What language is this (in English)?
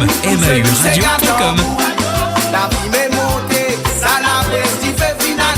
Morisyen